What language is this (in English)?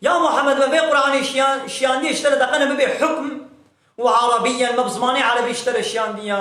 Kurdish